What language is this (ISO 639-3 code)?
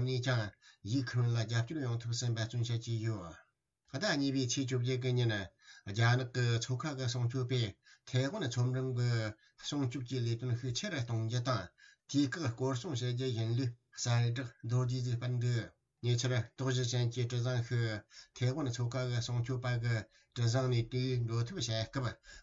bod